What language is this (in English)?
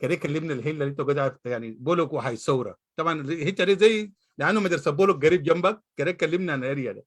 Sudanese Arabic